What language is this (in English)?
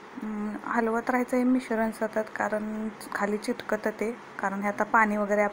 Marathi